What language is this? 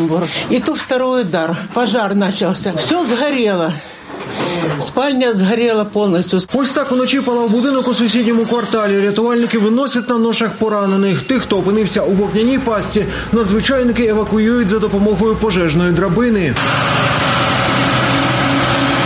Ukrainian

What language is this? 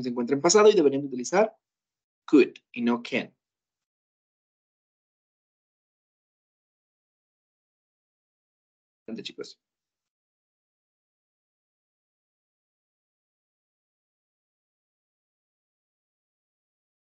Spanish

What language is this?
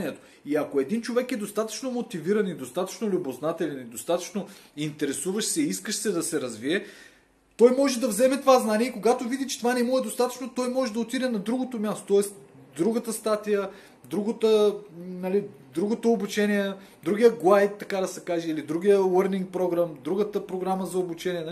Bulgarian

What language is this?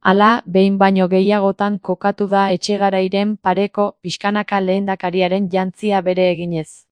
Basque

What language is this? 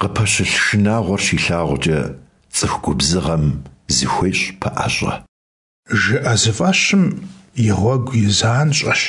Kabardian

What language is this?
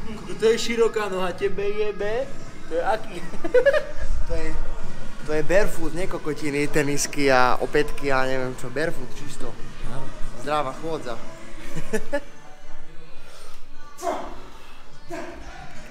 Slovak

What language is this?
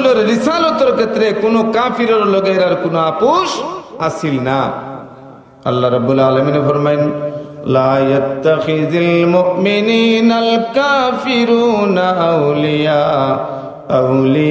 Sylheti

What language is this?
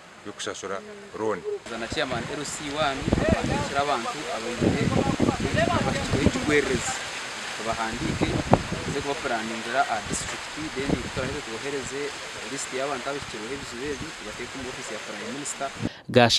Nyankole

